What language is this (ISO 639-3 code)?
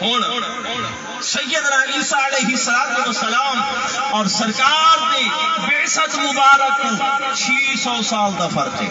skr